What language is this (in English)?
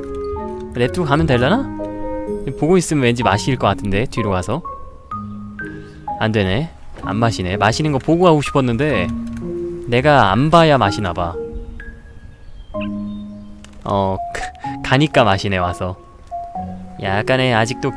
Korean